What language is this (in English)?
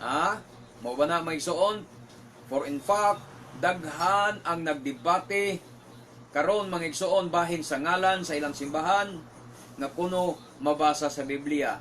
Cebuano